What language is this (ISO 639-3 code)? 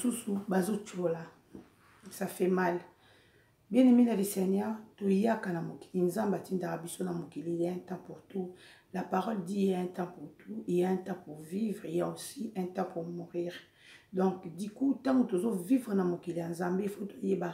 lin